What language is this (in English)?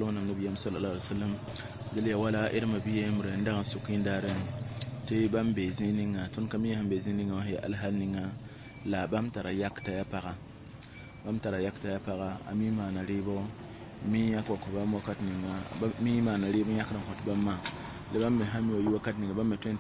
Mossi